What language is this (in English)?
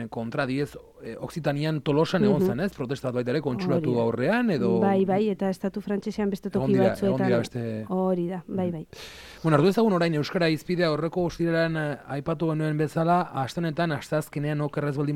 Basque